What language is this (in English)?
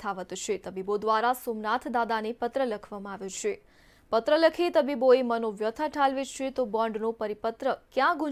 Gujarati